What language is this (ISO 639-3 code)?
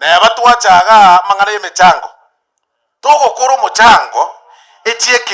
guz